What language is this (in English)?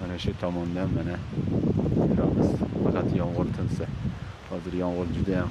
Uzbek